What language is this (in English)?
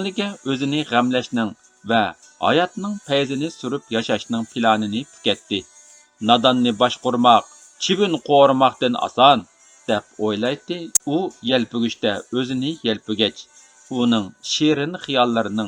Uyghur